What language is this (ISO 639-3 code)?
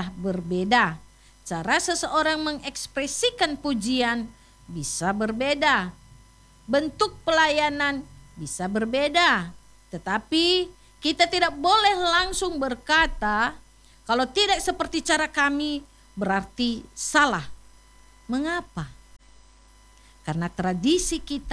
ind